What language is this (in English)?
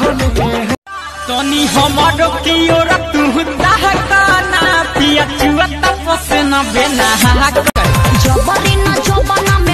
Bhojpuri